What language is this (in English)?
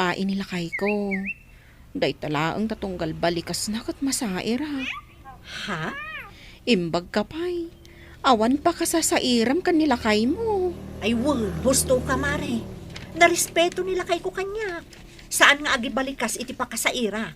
Iloko